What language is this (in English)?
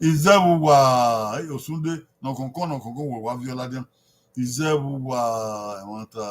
Bini